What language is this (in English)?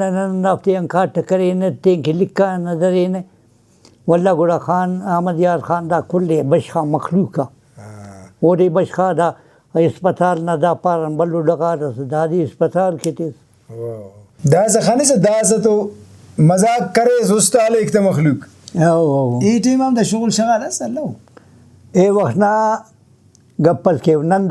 Brahui